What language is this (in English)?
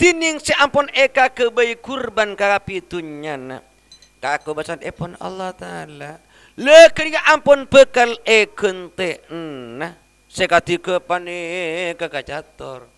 Madurese